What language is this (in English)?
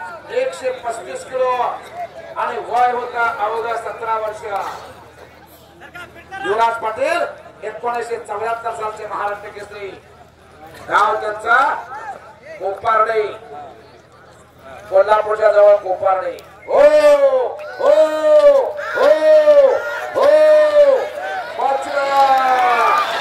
Marathi